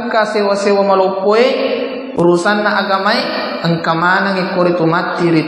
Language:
Buginese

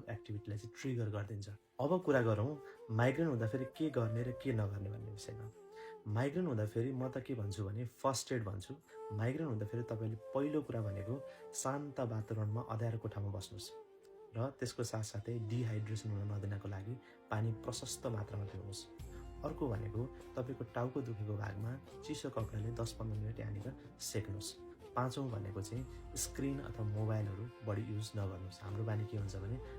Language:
Nepali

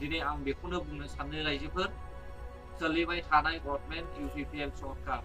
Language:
Bodo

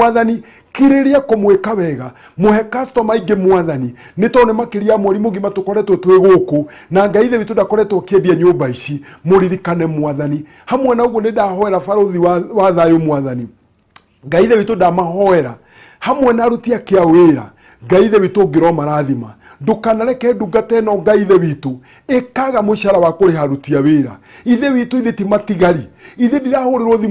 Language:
Kikuyu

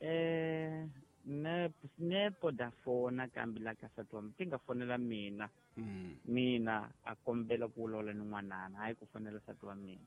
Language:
Tsonga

